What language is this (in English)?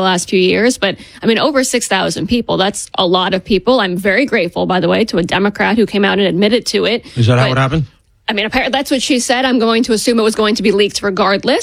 English